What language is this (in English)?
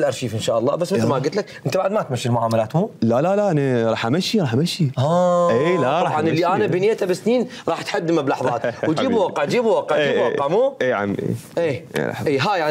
Mesopotamian Arabic